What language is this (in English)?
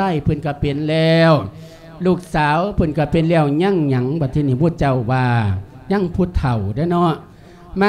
Lao